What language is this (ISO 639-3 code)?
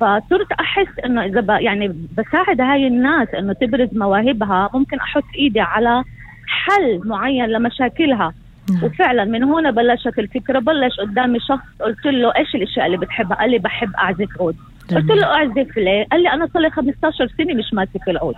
apc